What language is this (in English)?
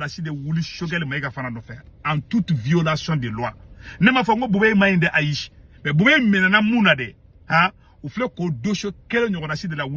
Bambara